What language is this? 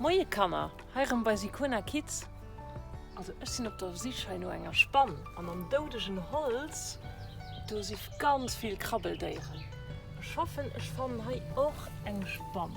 Luxembourgish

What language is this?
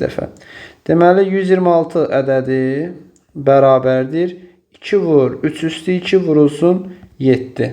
Azerbaijani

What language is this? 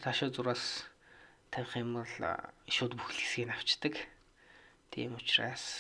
Mongolian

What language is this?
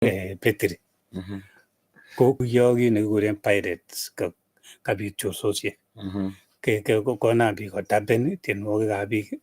Kalenjin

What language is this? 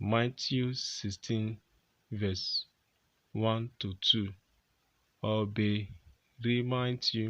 Urhobo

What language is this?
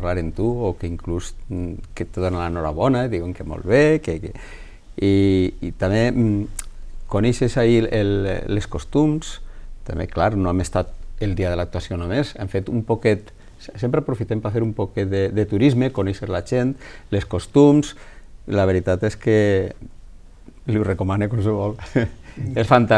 Catalan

